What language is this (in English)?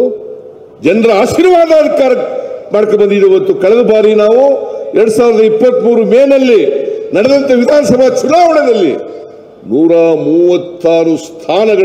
Kannada